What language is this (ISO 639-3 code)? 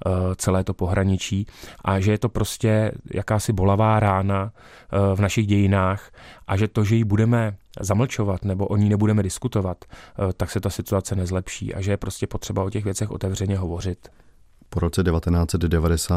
ces